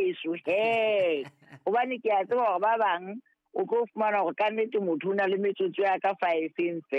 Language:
Southern Sotho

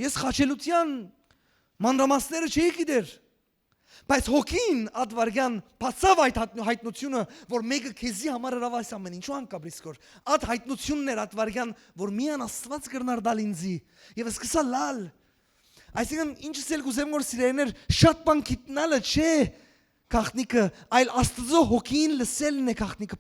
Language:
Western Armenian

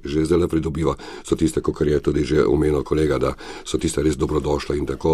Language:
Slovenian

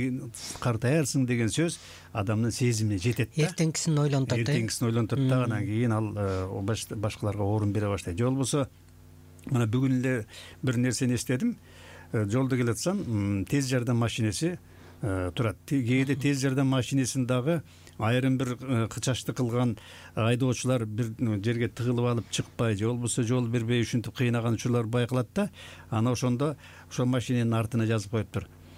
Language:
Kyrgyz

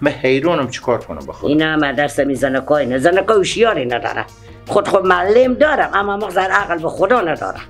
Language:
Persian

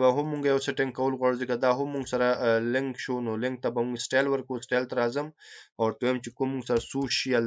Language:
Pashto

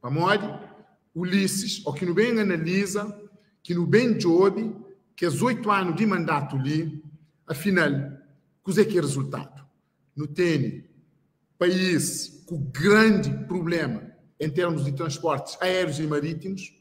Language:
Kabuverdianu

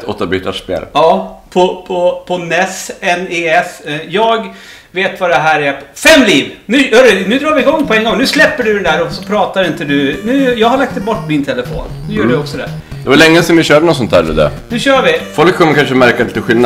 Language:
Swedish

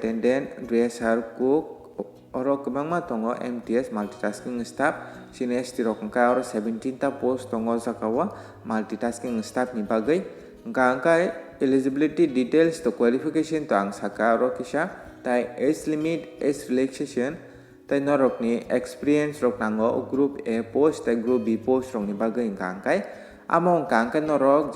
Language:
Kok Borok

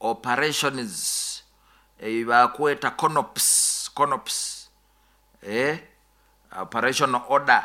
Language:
Nyoro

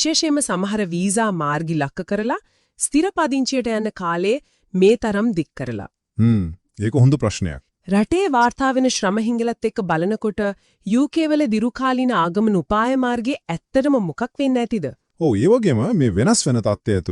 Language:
Sinhala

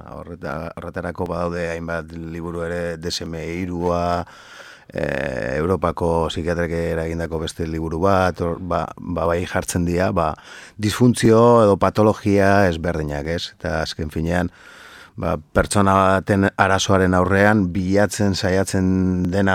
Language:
Basque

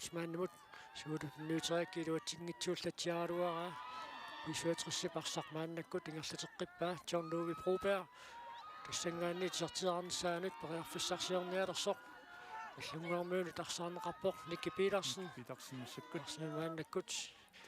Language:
Kalaallisut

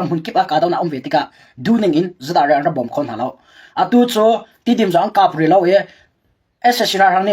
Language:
Hakha Chin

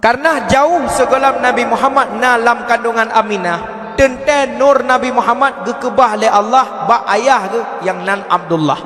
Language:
Achinese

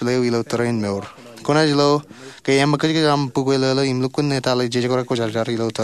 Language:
Marshallese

